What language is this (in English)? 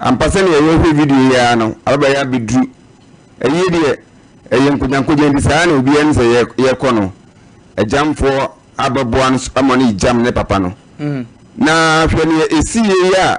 Akan